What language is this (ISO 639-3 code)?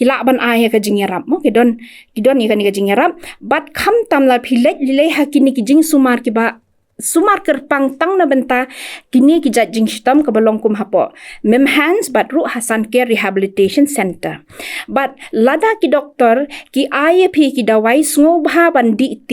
kha